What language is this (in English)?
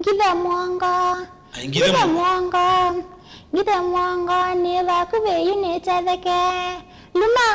Kamba